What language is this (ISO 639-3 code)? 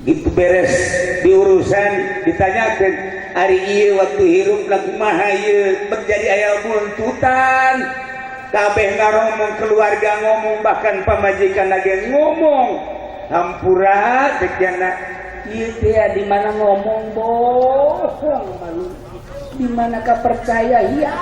sun